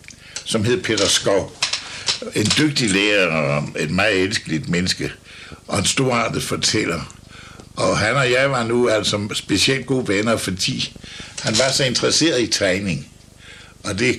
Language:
Danish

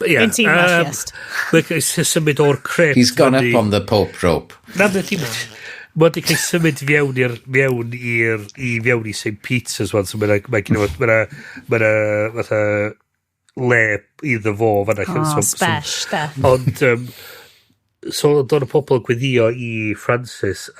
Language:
Welsh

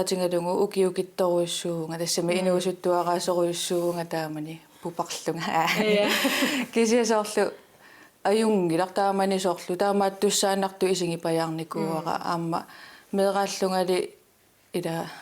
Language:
Kalaallisut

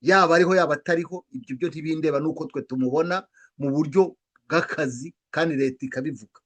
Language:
Kinyarwanda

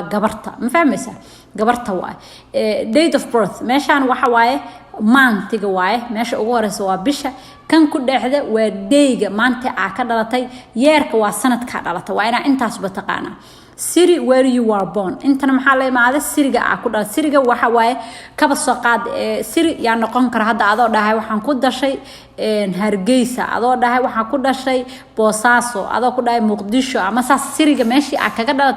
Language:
Somali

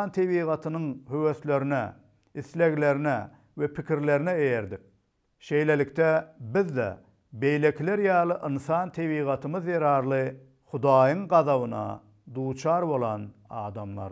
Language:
Turkmen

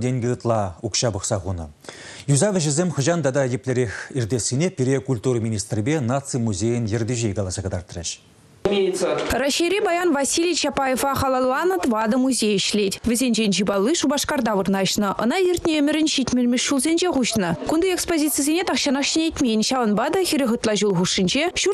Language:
Chuvash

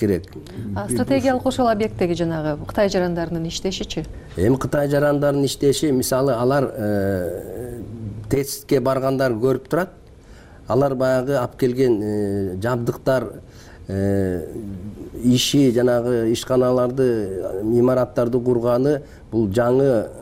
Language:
Kyrgyz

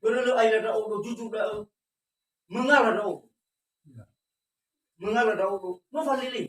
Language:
Nias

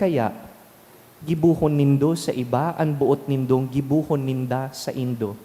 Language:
Bikol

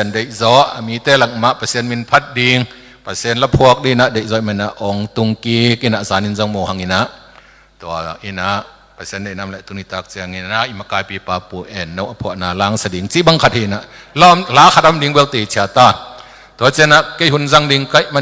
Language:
Tedim Chin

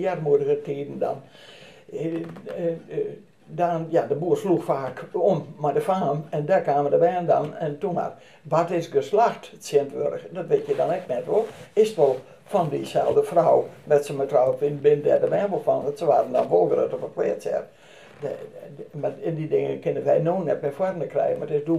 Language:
Western Frisian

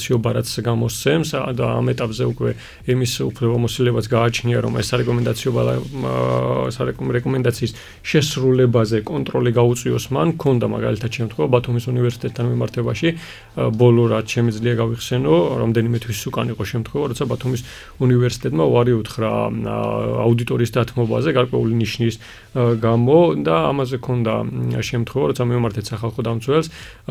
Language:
Georgian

